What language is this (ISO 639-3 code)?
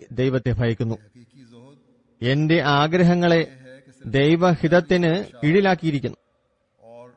mal